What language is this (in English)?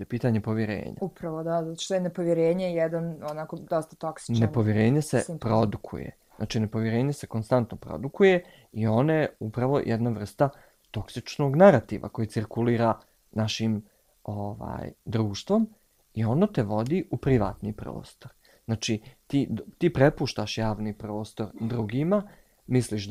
Bosnian